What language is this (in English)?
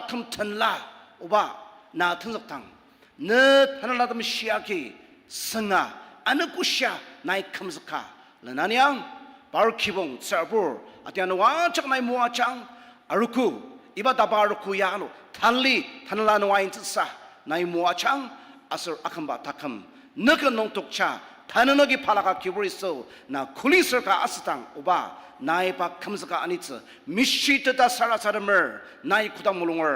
Ao Naga